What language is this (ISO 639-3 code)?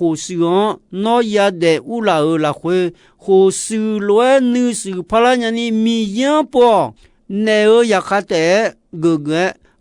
ahk